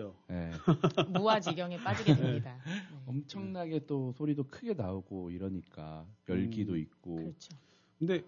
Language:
Korean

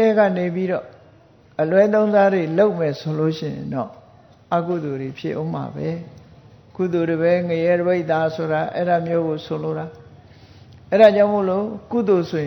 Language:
Burmese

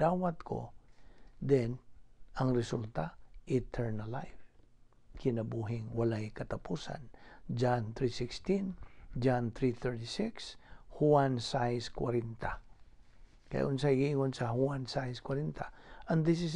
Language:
Cebuano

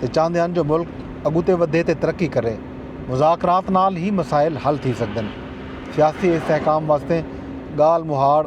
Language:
Saraiki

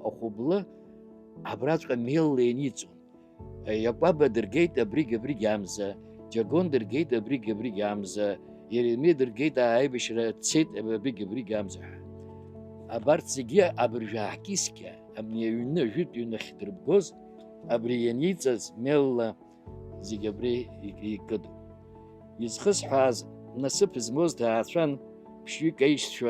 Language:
Abkhazian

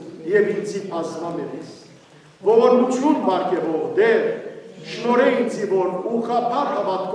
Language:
Western Armenian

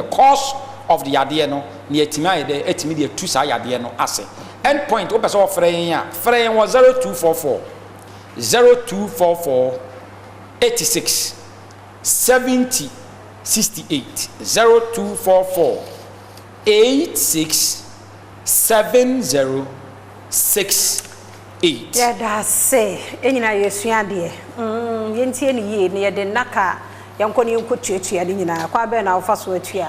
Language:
Akan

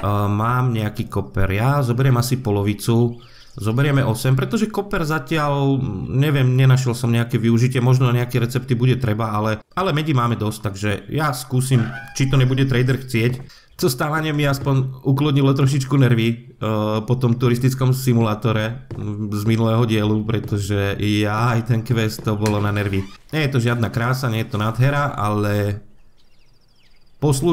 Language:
Slovak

